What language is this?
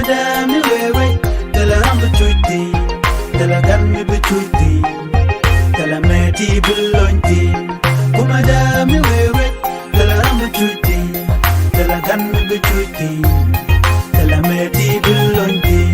Nuer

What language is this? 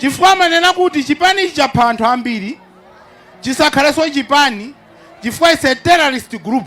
Nyanja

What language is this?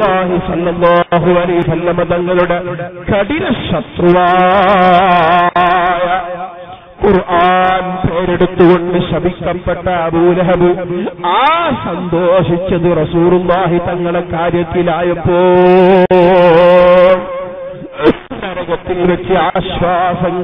Malayalam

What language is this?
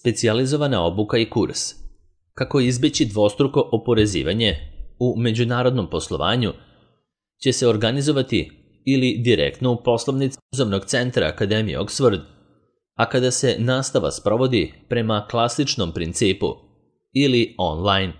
Serbian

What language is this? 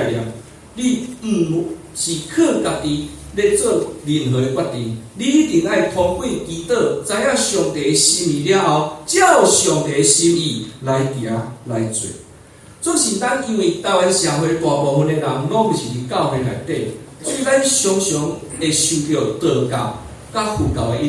Min Nan Chinese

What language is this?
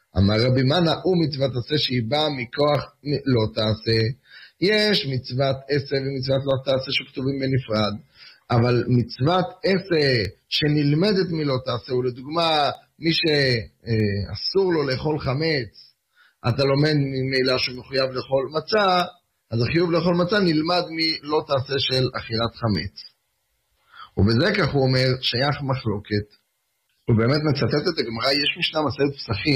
Hebrew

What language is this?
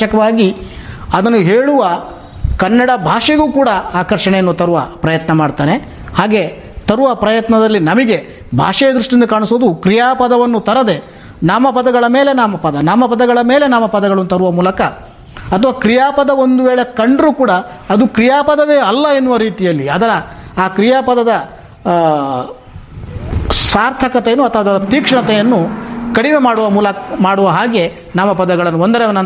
Kannada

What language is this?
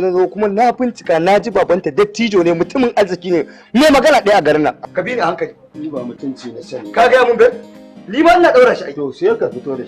Hausa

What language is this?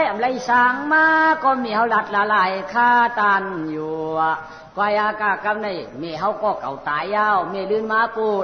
Shan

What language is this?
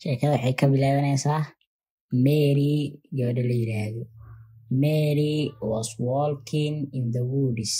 Somali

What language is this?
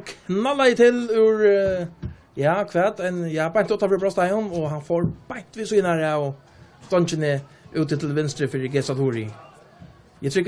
Faroese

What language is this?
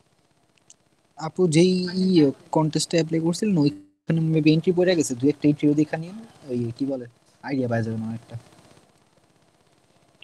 Bangla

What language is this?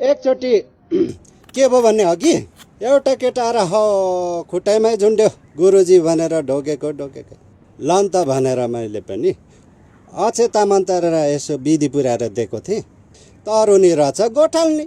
Nepali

